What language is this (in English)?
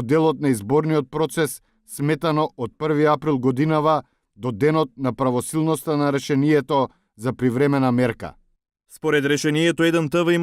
Macedonian